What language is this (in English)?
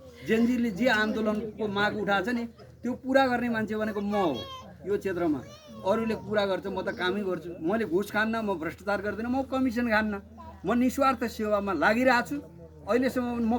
Nepali